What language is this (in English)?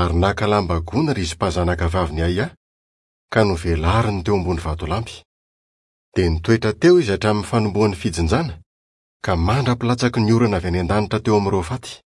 Malagasy